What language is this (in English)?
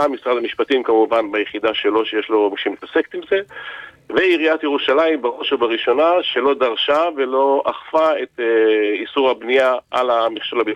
Hebrew